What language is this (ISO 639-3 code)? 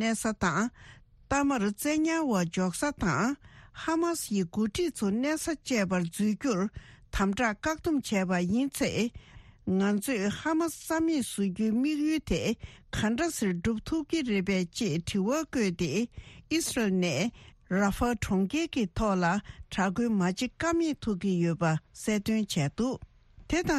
bod